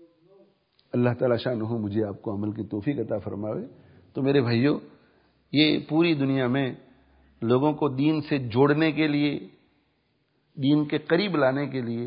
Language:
Urdu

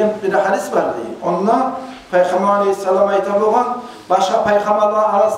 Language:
Kumyk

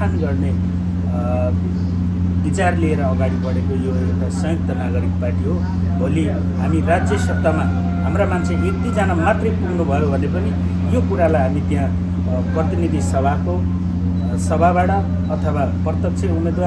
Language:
Nepali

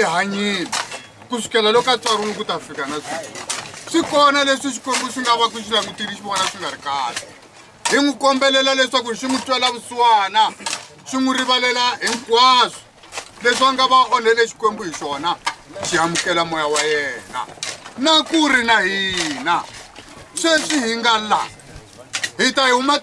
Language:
Tsonga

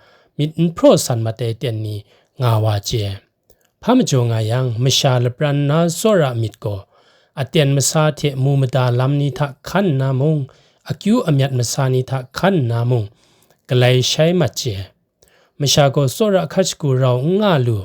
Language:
Kachin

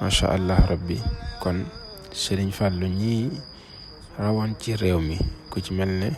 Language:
Wolof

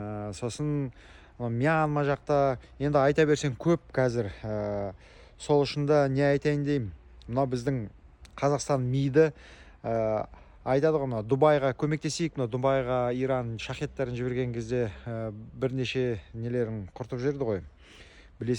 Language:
Kazakh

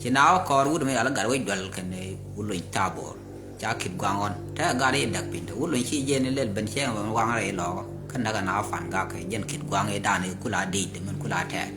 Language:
Nuer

